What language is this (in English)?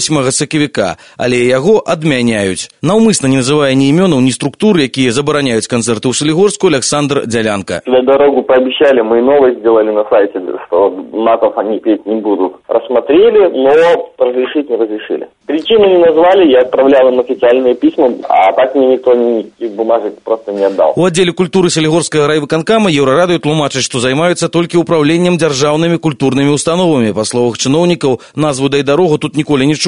Belarusian